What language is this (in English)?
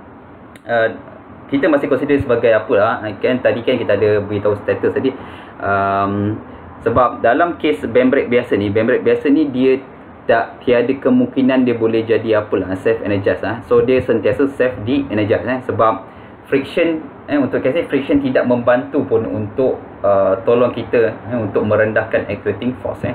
Malay